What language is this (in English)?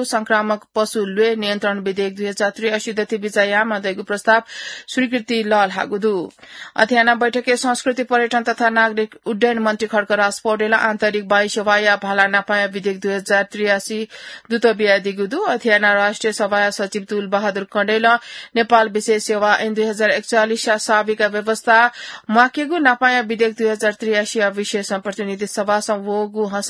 Newari